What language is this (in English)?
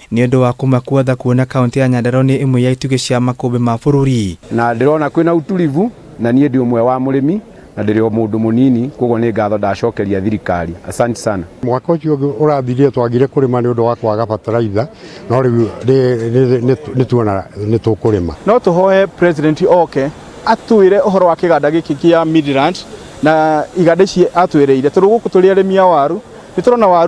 Kikuyu